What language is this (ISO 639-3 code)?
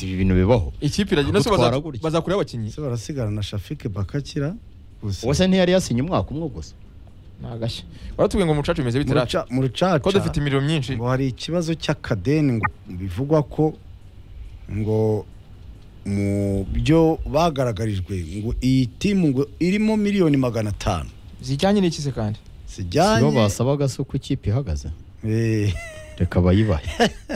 kin